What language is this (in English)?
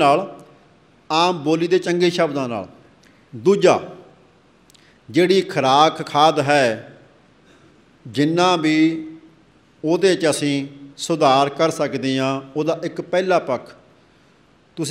Punjabi